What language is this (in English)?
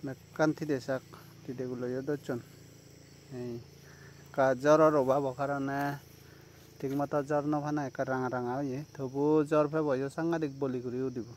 Chakma